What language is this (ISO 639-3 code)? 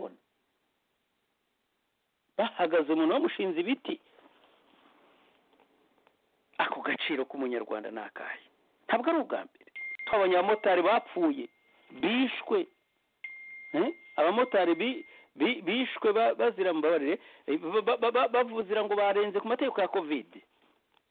kin